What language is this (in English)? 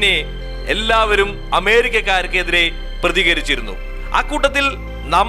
Malayalam